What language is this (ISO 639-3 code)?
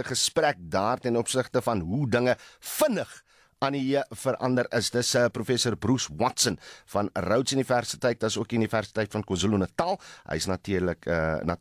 afr